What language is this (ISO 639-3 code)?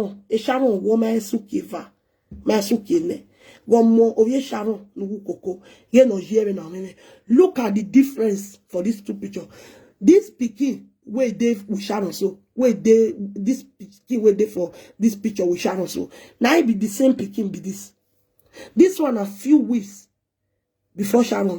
pcm